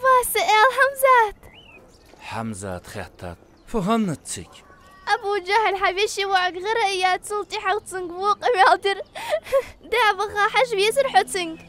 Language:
Ingush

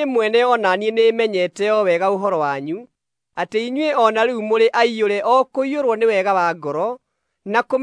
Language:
Kikuyu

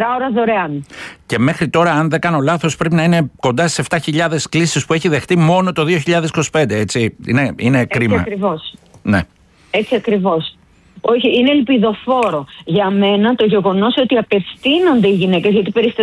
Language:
Greek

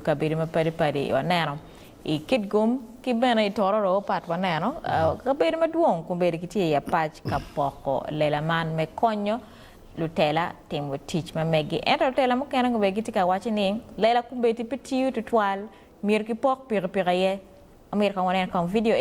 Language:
Acoli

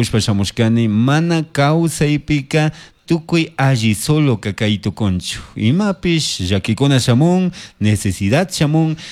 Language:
Chimborazo Highland Quichua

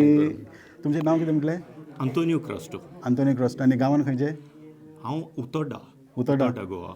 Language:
Konkani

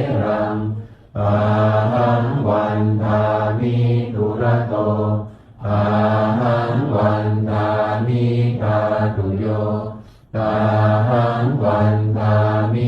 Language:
Pali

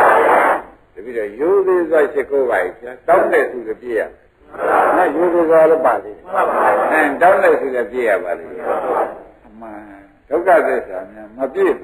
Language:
Burmese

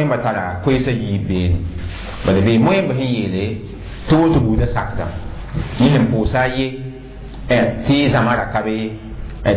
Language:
Mossi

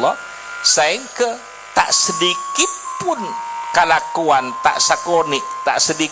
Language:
Madurese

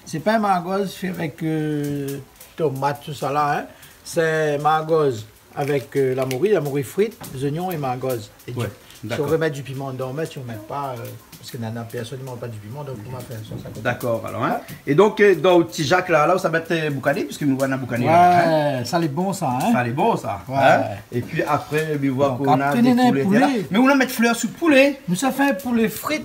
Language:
Réunion Creole French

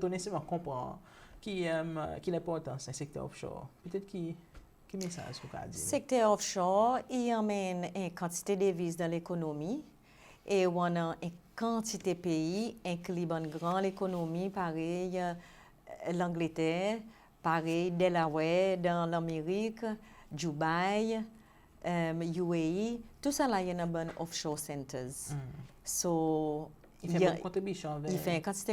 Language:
Seselwa Creole French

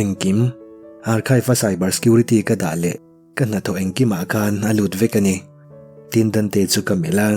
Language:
Mizo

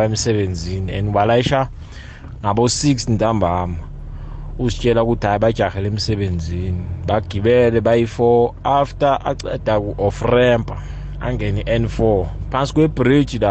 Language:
South Ndebele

